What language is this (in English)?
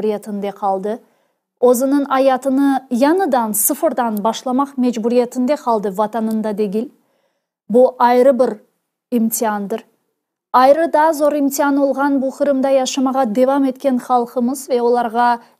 Crimean Tatar